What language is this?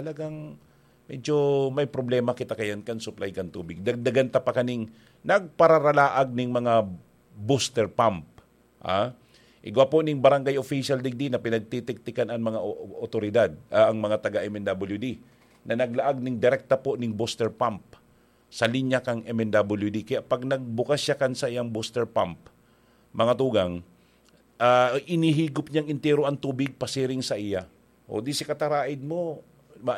Bikol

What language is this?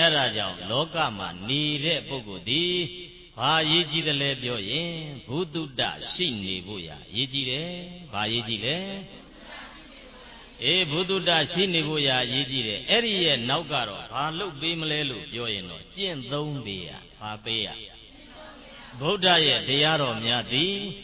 Burmese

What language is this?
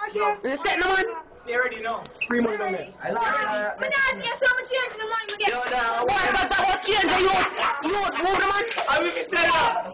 Jamaican Creole English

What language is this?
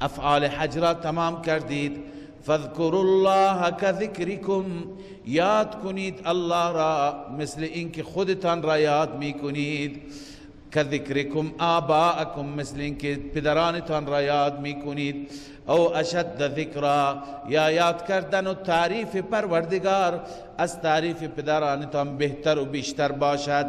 Persian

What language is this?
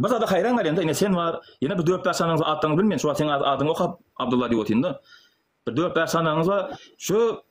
Turkmen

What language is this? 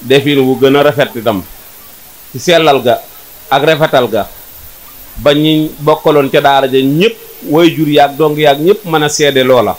Wolof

